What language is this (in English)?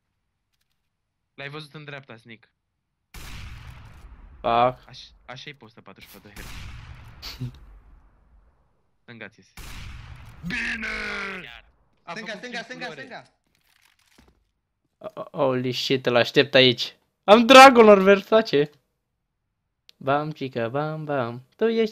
Romanian